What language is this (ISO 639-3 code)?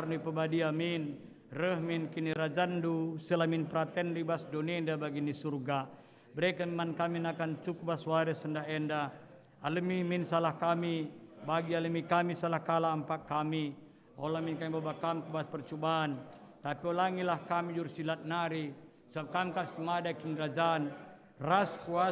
btx